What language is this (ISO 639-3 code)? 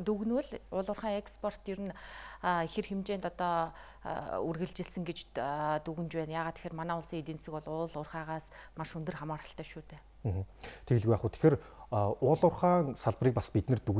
mon